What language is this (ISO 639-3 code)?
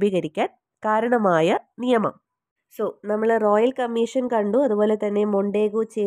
mal